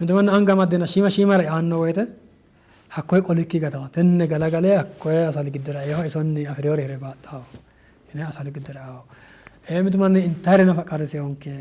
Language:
Sidamo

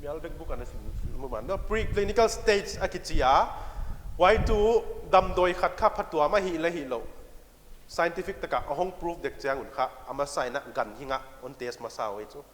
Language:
Paite Chin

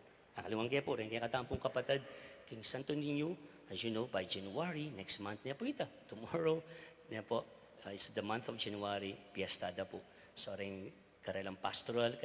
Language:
Pampanga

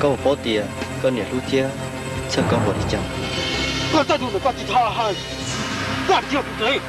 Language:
Hmong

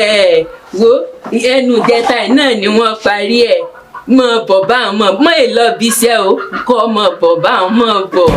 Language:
Yoruba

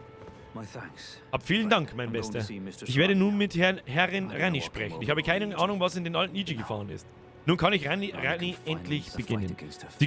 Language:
Bavarian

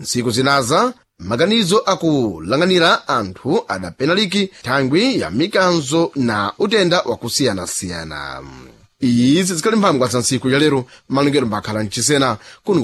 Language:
Sena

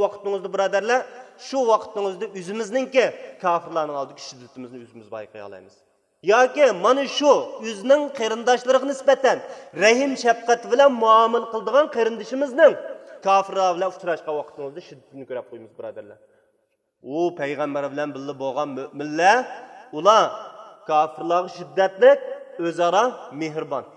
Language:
Uyghur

